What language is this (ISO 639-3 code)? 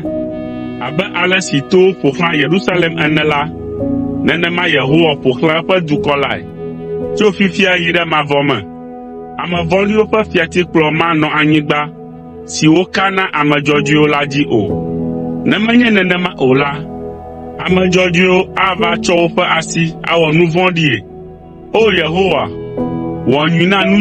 ewe